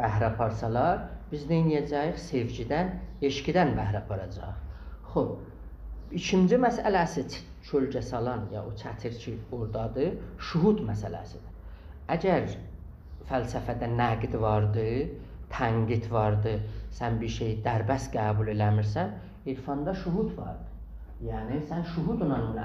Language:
South Azerbaijani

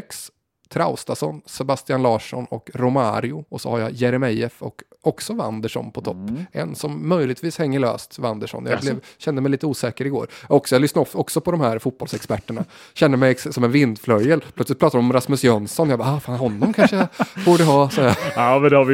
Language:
Swedish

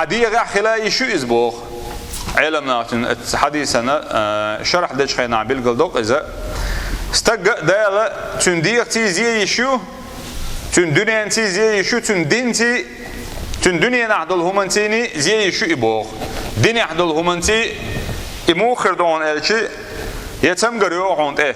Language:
Chechen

